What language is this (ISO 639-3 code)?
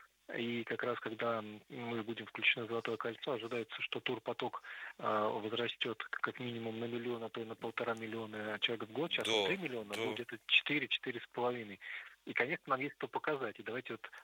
rus